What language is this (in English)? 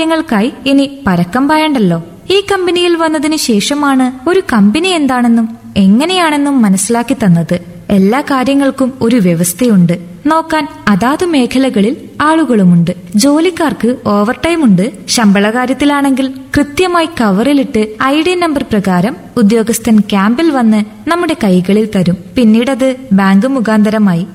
Malayalam